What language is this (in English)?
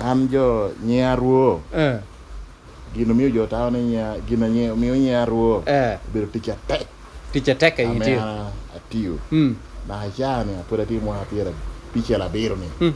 Lango (Uganda)